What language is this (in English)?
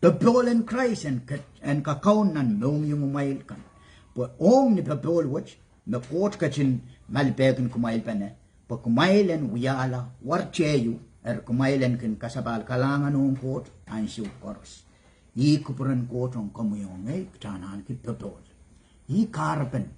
Pohnpeian